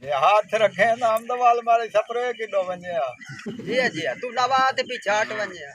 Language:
Saraiki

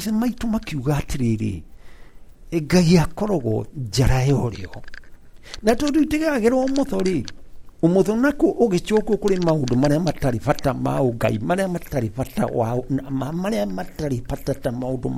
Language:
Kikuyu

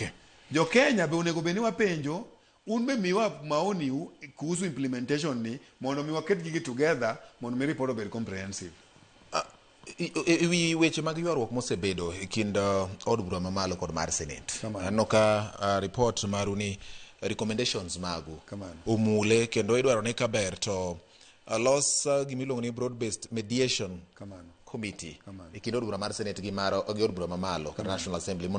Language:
Luo (Kenya and Tanzania)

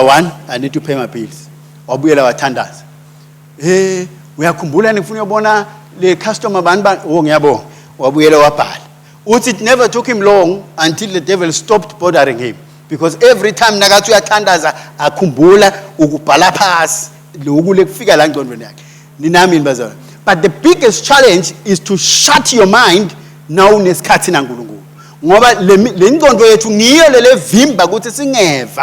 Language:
Swati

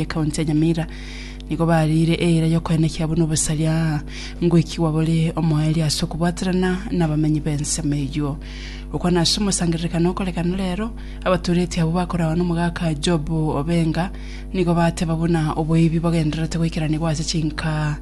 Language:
Gusii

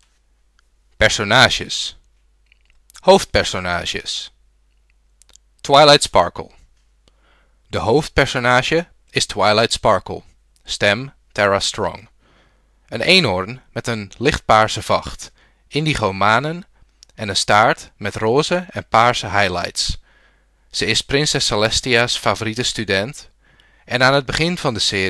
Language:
Dutch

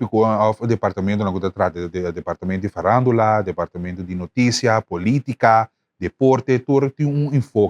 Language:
Papiamento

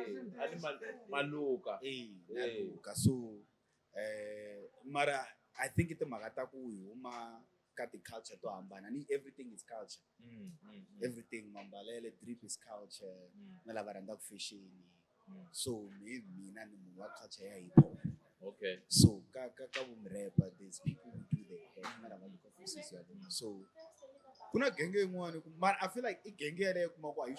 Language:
Tsonga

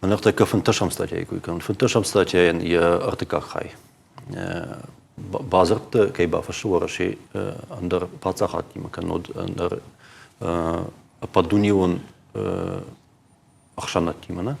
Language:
Ossetic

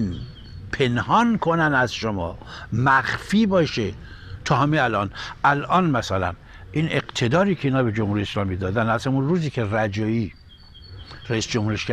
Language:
Persian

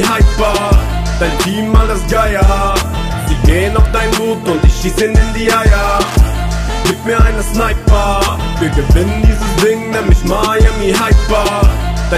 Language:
German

